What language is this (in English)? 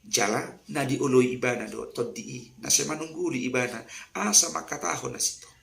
Batak Toba